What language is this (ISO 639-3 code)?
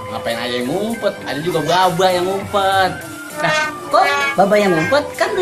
bew